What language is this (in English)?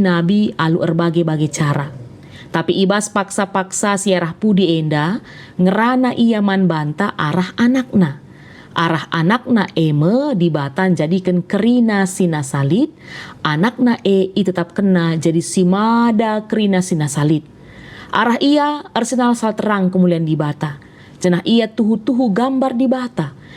Batak Karo